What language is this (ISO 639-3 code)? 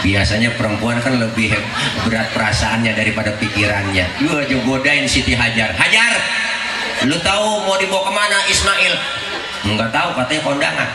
bew